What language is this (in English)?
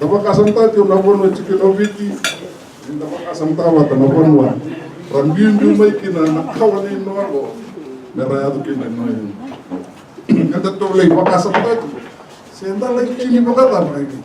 Fijian